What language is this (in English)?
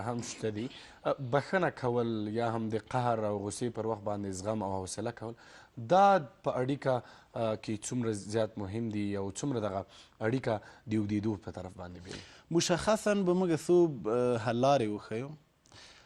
Pashto